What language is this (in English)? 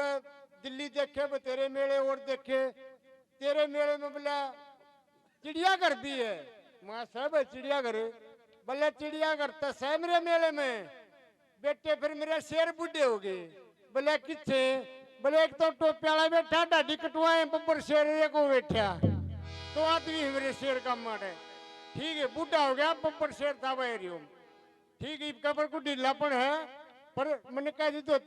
Haryanvi